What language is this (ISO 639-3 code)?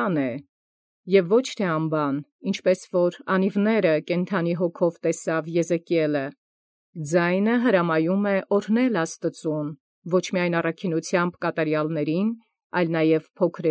hye